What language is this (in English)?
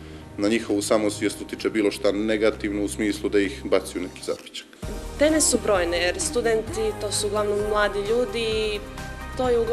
Bosnian